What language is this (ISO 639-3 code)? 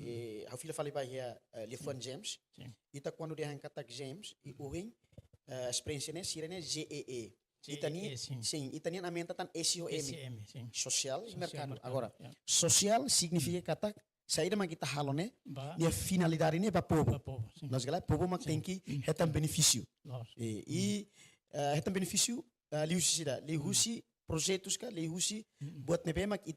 tet